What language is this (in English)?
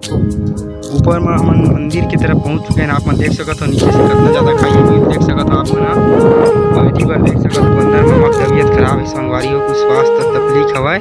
Chhattisgarhi